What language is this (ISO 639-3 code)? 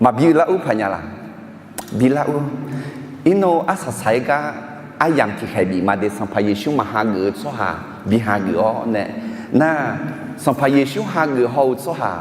ahk